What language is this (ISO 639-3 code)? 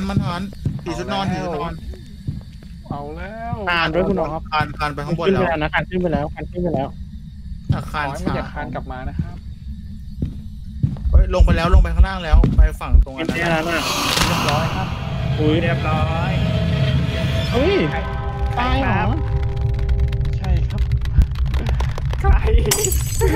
tha